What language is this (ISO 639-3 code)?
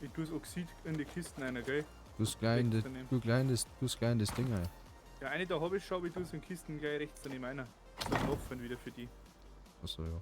bar